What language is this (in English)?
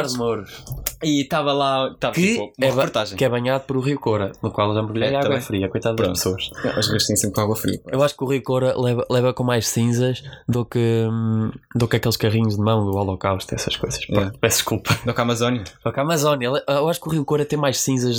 Portuguese